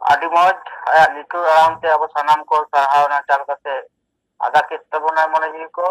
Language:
Santali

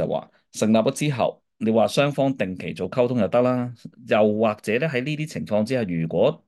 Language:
Cantonese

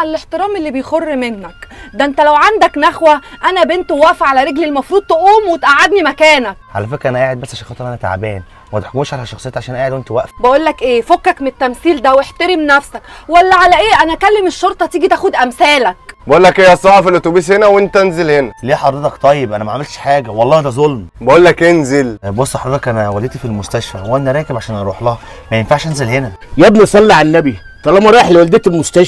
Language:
Egyptian Arabic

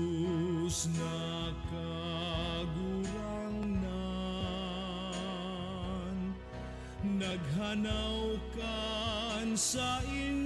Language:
Bikol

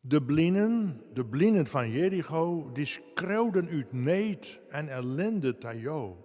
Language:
Western Frisian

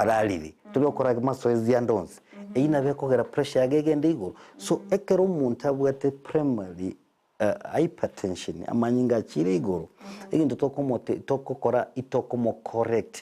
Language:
Gusii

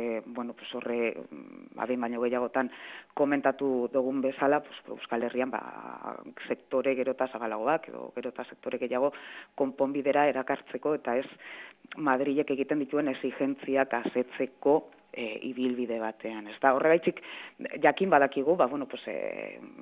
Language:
Basque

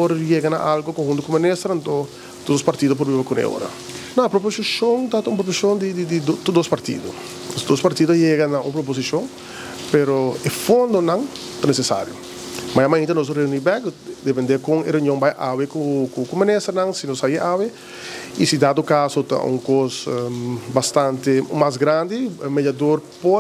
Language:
Papiamento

